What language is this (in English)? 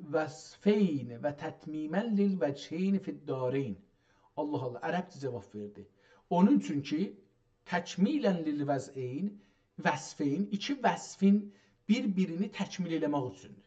South Azerbaijani